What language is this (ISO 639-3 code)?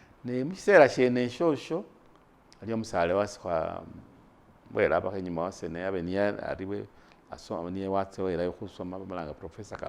myx